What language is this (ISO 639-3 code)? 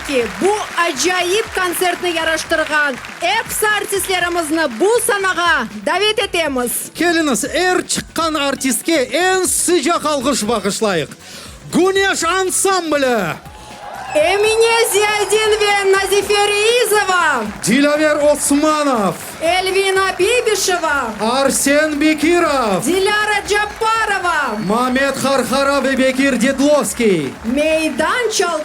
crh